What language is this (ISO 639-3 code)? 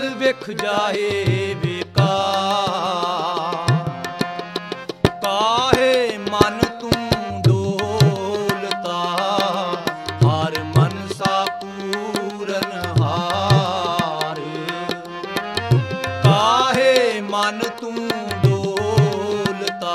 pan